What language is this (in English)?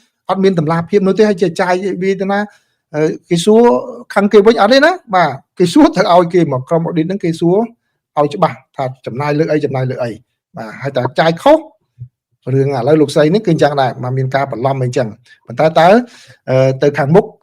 Khmer